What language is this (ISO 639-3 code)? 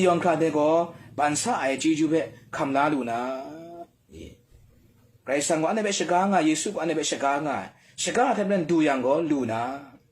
kac